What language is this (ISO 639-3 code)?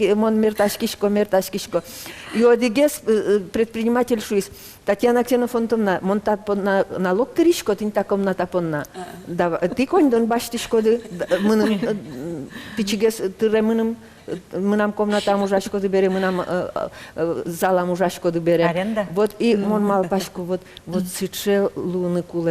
udm